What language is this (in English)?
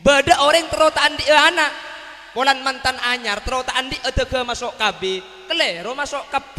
Madurese